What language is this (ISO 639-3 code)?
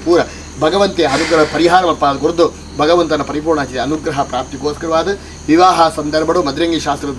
kan